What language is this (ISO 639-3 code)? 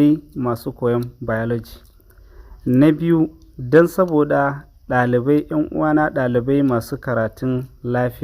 hau